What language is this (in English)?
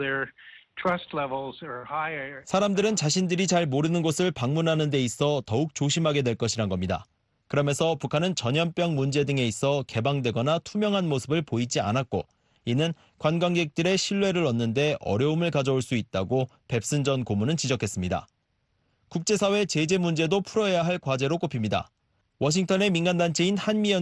Korean